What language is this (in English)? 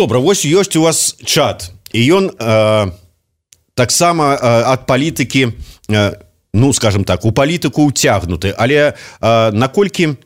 Belarusian